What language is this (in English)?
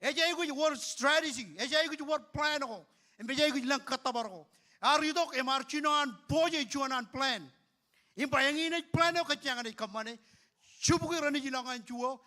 Marshallese